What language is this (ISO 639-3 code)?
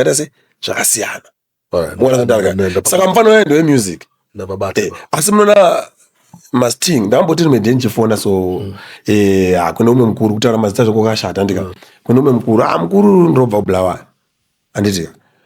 sna